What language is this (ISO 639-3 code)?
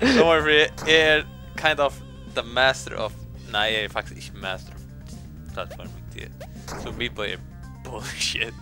fao